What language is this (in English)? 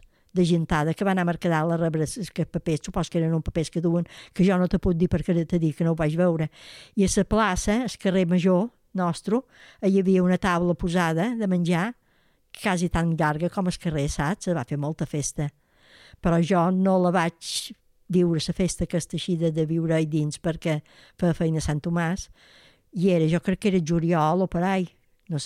Catalan